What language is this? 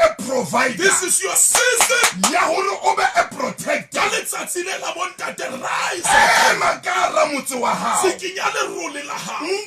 Southern Sotho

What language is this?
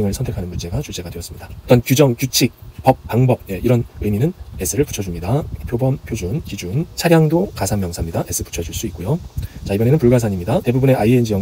Korean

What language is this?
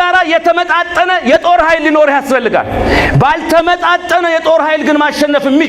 Amharic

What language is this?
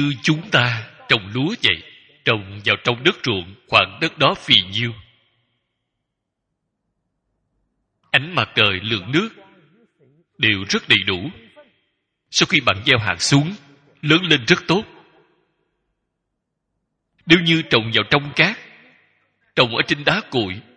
Vietnamese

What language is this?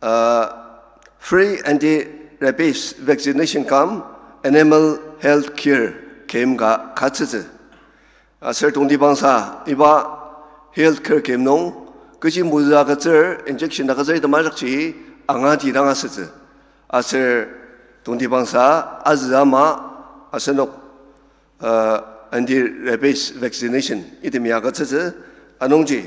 Ao Naga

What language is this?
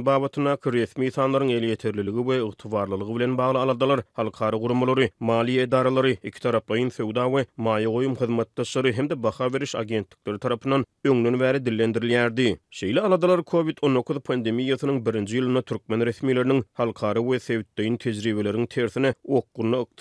Turkmen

